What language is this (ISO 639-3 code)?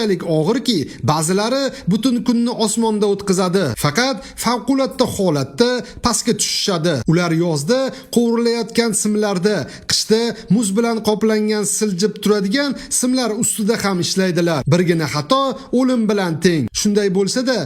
uzb